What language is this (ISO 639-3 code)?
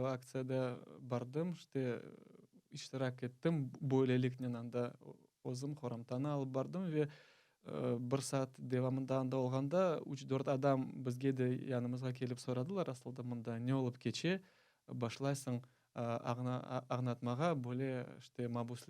crh